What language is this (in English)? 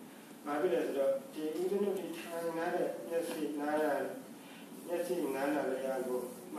Burmese